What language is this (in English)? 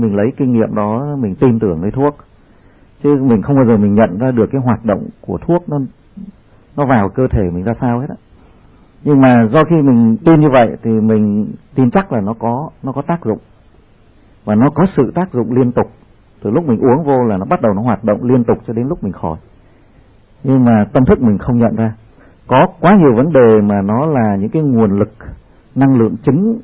Vietnamese